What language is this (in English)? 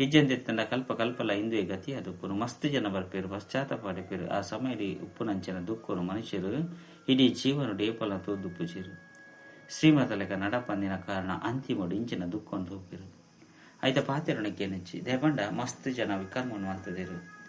Tulu